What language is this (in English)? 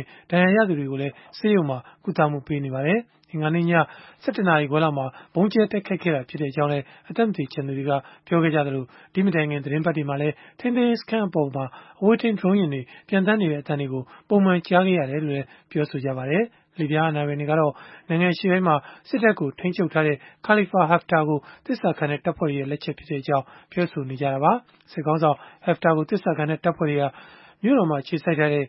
Burmese